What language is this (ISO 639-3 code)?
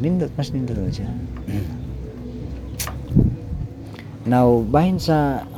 ceb